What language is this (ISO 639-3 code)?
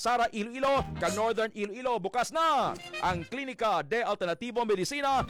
hil